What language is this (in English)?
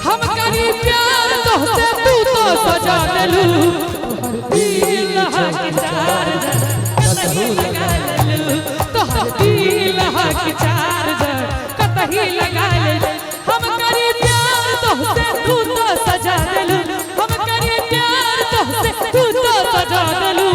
Maithili